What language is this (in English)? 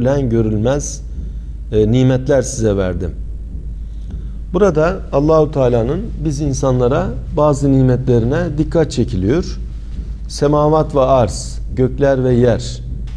Turkish